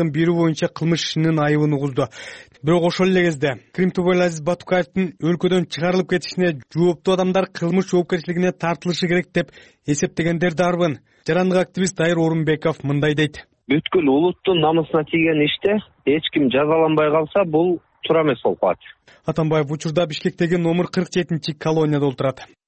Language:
Kyrgyz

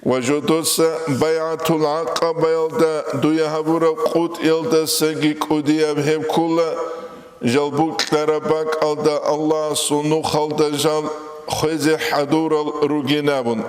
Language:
Avaric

